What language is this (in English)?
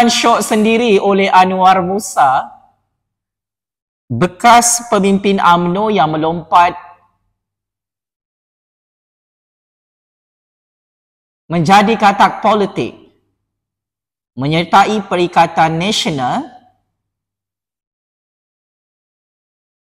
Malay